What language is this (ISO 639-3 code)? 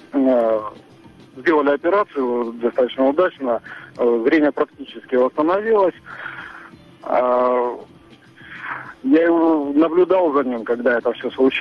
rus